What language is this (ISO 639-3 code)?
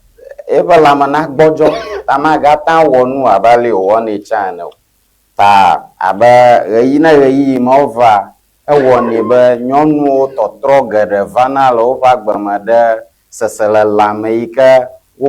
ewe